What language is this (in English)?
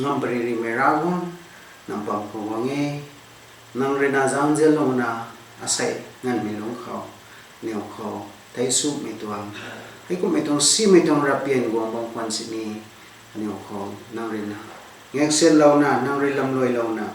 Rongmei Naga